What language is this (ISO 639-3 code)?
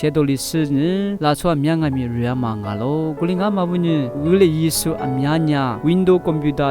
lis